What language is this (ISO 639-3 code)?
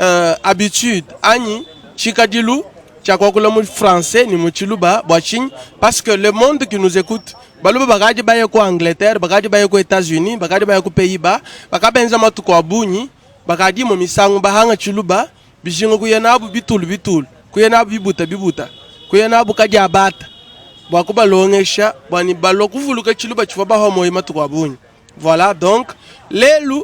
lua